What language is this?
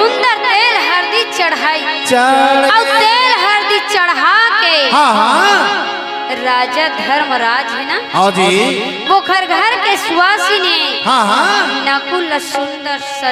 Chhattisgarhi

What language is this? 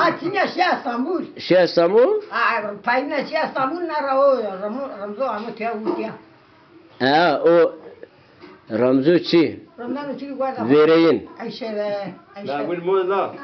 Zaza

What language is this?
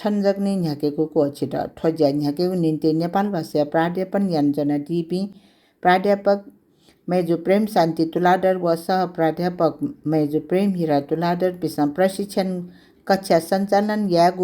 Newari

